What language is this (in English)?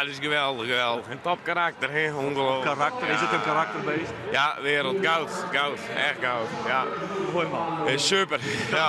Western Frisian